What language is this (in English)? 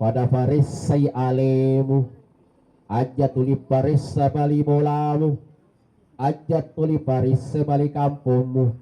Buginese